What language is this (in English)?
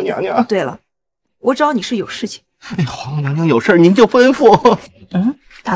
Chinese